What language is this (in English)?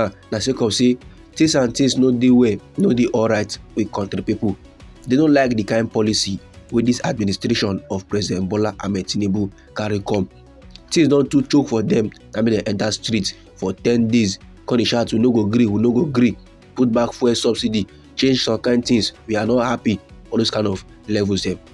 Nigerian Pidgin